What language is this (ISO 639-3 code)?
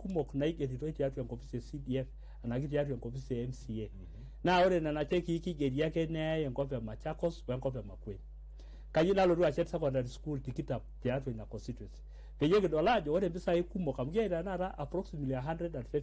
mas